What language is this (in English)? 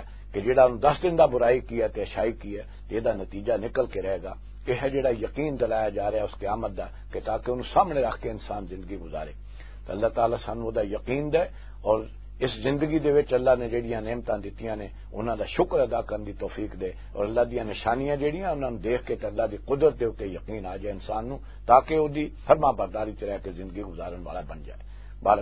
Western Panjabi